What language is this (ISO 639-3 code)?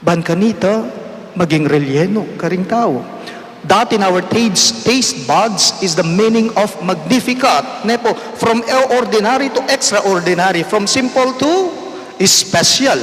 pam